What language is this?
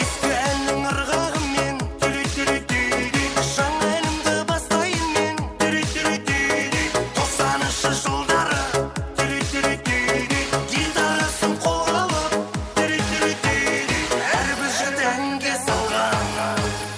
Kara-Kalpak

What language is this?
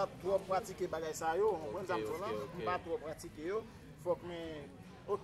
Haitian Creole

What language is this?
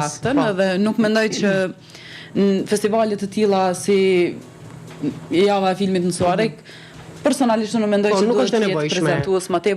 Albanian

